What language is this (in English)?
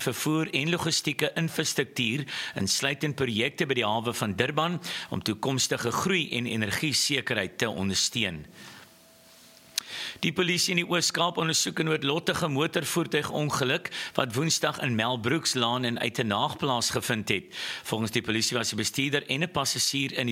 Afrikaans